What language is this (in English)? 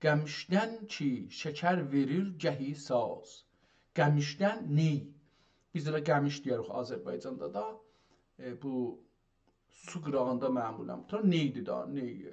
South Azerbaijani